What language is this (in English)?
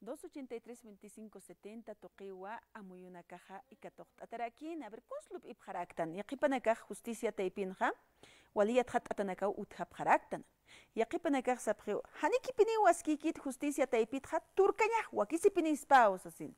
Aymara